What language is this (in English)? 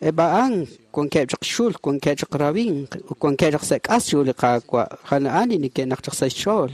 Kekchí